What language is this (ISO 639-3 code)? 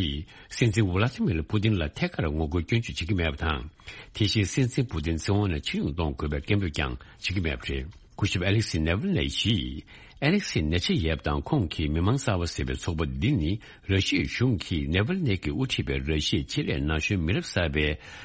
bod